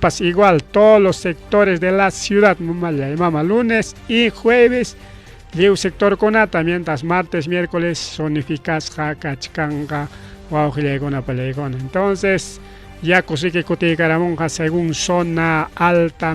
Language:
Ayacucho Quechua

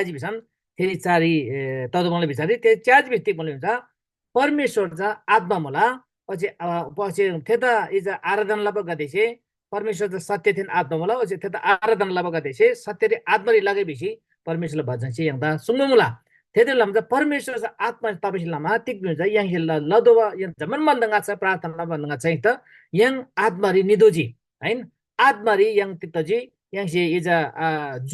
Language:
Eastern Tamang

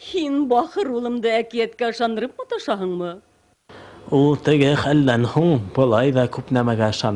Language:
Bashkir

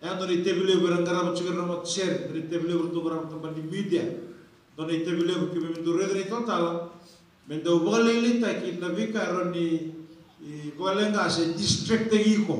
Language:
Fijian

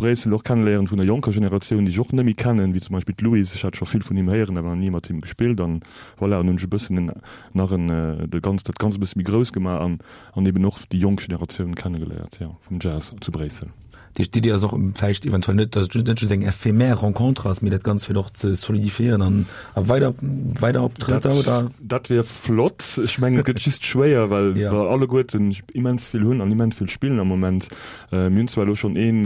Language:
Luxembourgish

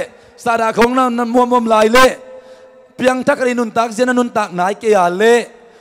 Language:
Tedim Chin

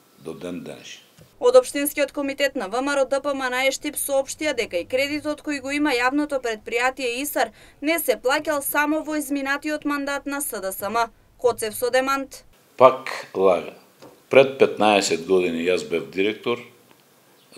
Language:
Macedonian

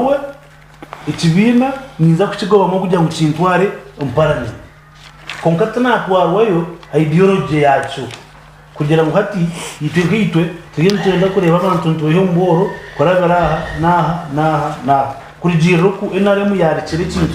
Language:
Nyankole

